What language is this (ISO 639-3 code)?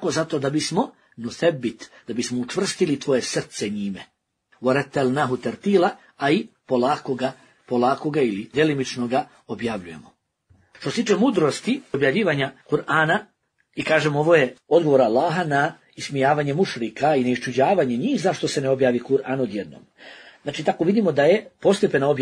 bos